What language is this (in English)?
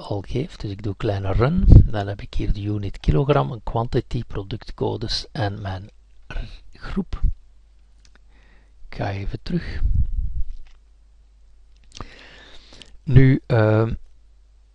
Dutch